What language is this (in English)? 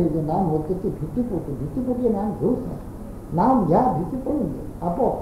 Marathi